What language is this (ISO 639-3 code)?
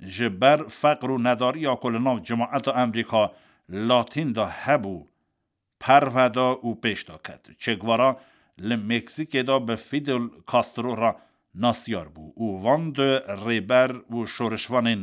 kur